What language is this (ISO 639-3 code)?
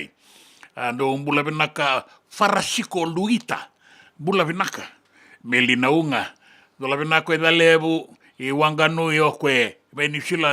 fij